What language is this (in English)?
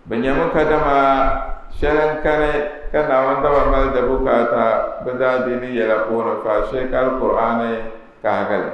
Dagbani